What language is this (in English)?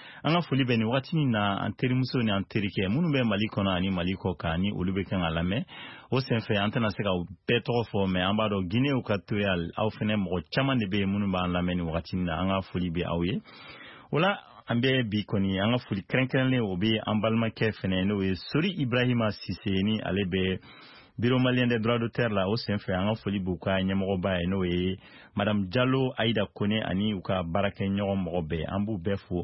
Bambara